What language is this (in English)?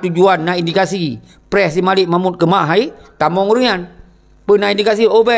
Achinese